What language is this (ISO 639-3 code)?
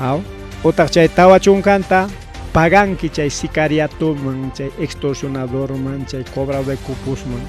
quy